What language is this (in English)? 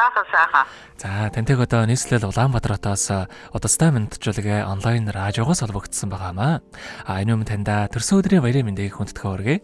Mongolian